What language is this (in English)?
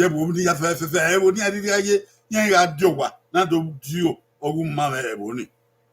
Bini